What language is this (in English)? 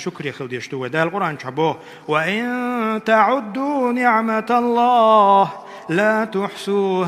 Chechen